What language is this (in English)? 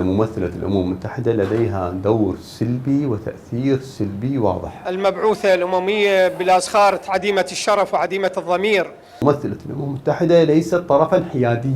Mesopotamian Arabic